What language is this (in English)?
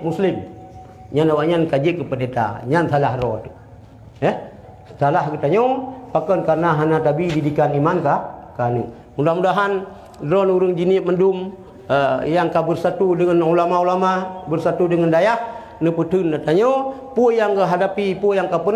Achinese